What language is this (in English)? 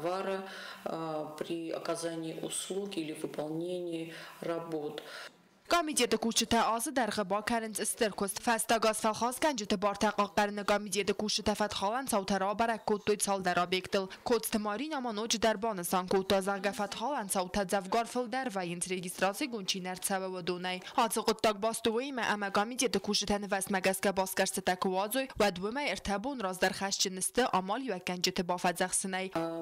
Ossetic